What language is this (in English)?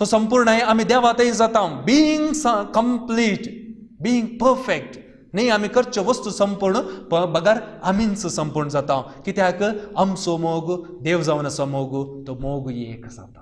Konkani